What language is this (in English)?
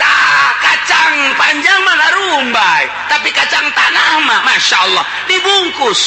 Sundanese